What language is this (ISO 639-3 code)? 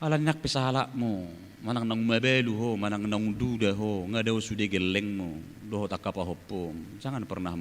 bbc